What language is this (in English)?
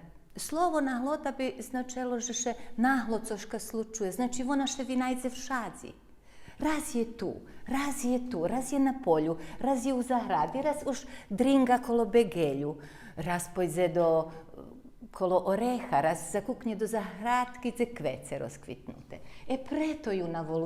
Rusyn